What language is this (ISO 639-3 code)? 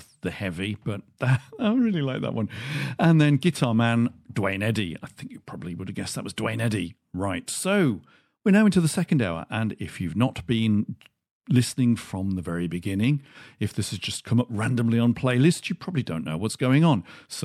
eng